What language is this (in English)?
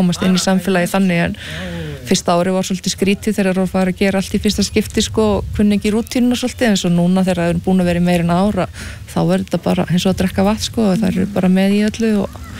Icelandic